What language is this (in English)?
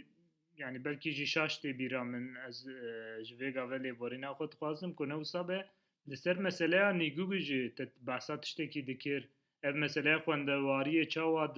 Kurdish